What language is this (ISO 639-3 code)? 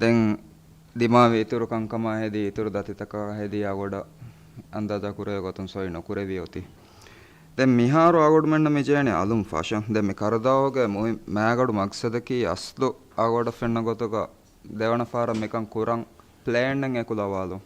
div